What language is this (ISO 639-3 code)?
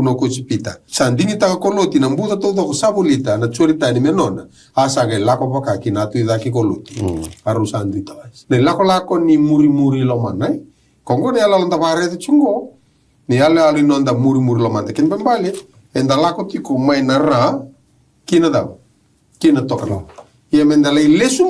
fij